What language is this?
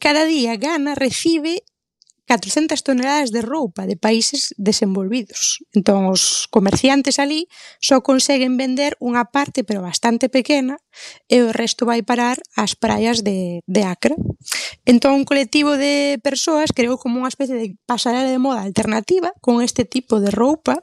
Galician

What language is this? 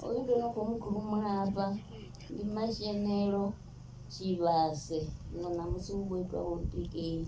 Venda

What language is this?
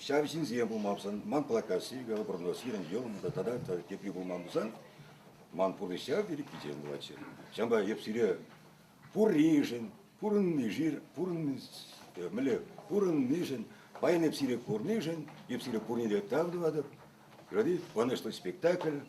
Chuvash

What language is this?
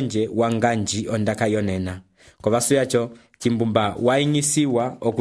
Umbundu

